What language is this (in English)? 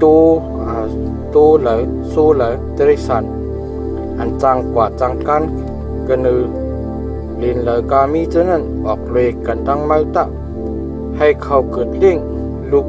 Shan